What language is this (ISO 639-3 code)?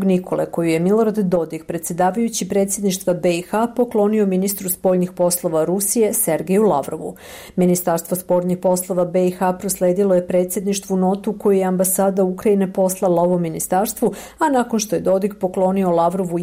srp